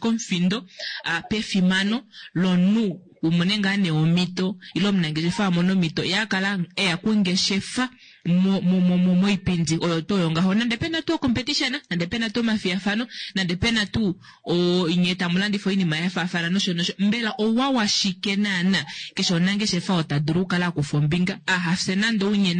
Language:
Kuanyama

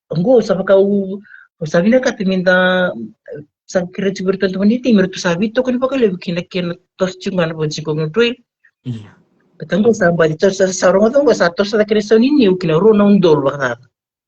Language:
Fijian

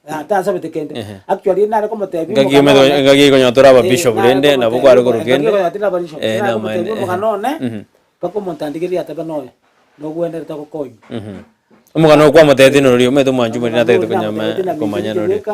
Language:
Gusii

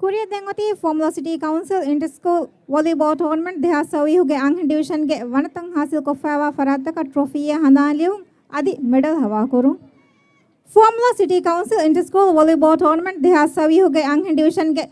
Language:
Divehi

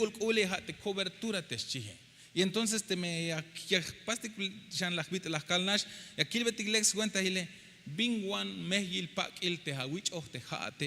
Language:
Tzeltal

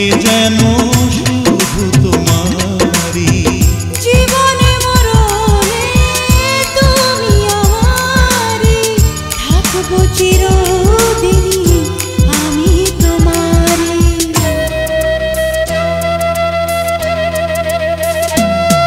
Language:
Bangla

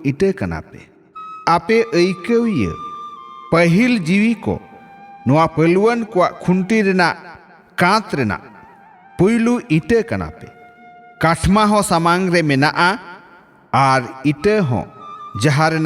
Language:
Santali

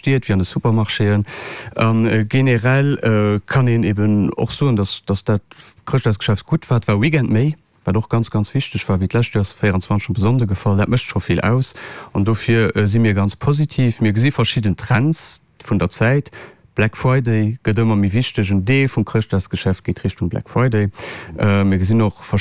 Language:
Luxembourgish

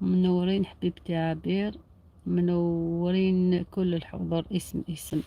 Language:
Algerian Arabic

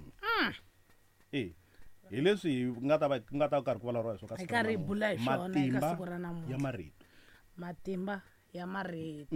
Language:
Tsonga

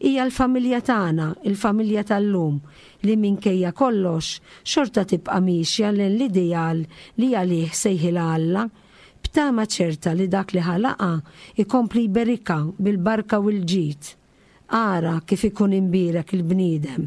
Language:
Maltese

